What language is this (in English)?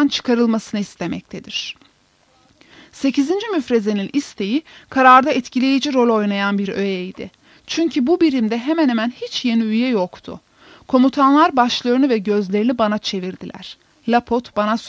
Turkish